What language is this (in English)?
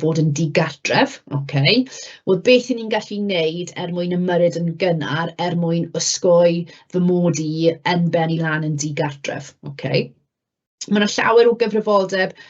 Welsh